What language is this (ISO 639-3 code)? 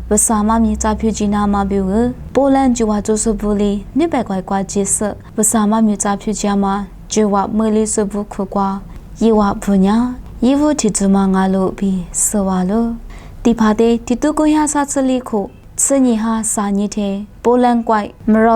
lis